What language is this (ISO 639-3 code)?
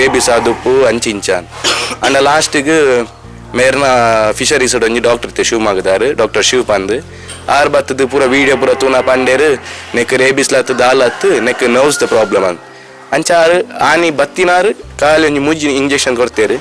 tcy